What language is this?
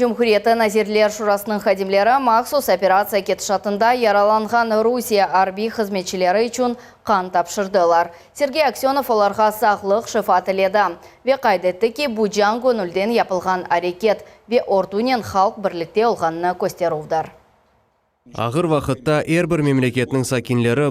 Crimean Tatar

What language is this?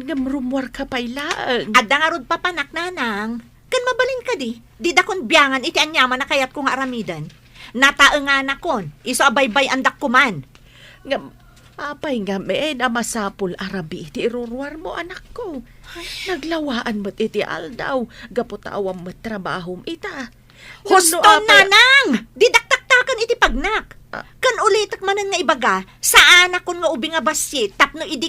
Iloko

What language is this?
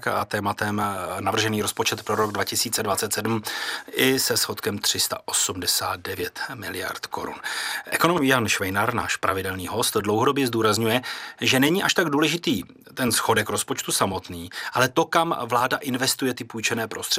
Czech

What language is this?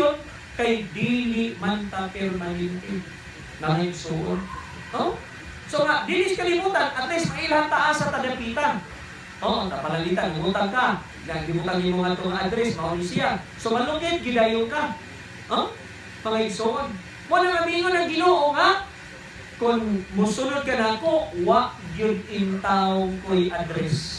Cebuano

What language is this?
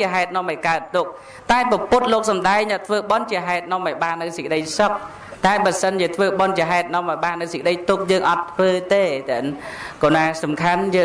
Khmer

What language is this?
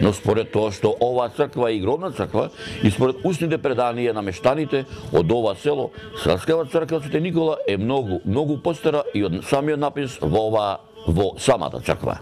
Macedonian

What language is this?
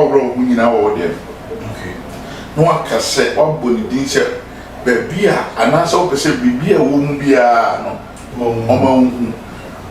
Akan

